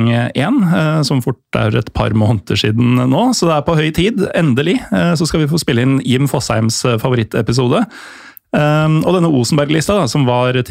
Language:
Norwegian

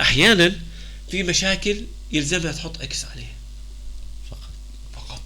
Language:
North Levantine Arabic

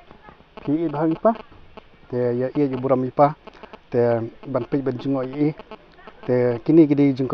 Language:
Khasi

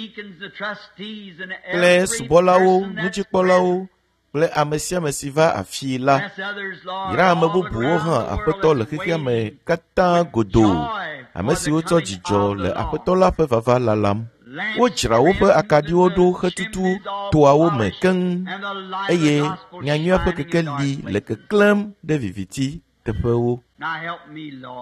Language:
Ewe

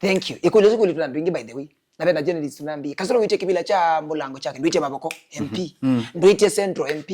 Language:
Kamba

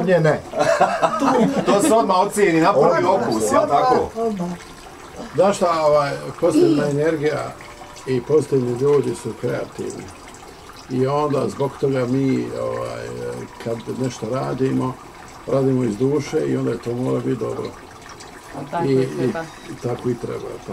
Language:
Bosnian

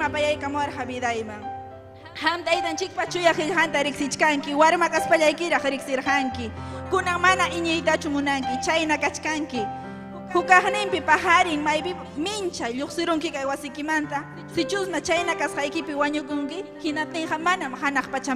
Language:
Ayacucho Quechua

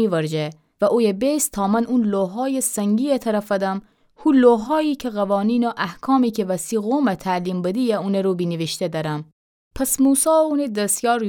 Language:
Gilaki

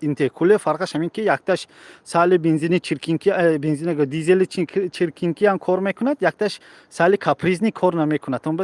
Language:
Tajik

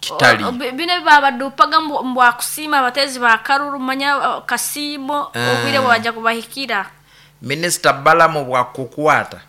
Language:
Nyankole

